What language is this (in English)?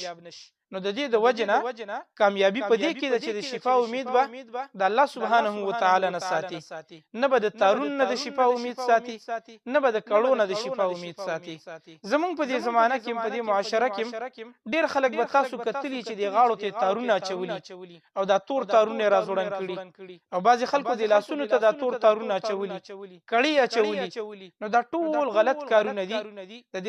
Pashto